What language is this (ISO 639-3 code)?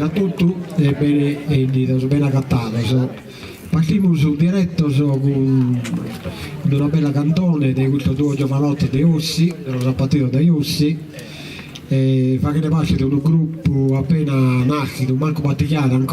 srd